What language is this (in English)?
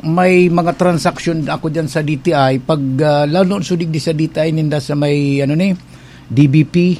Bikol